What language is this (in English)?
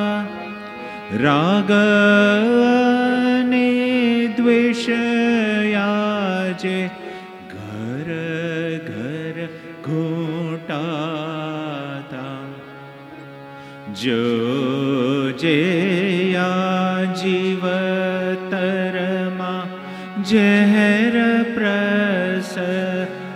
Gujarati